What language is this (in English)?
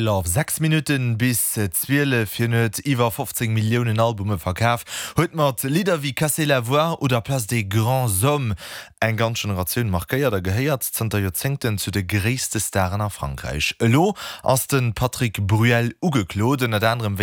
Luxembourgish